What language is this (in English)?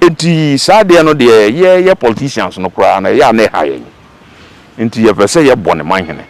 Akan